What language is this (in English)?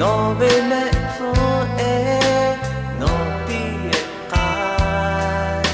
Lahu